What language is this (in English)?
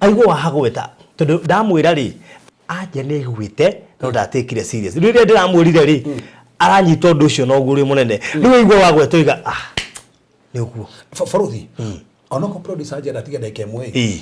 Kikuyu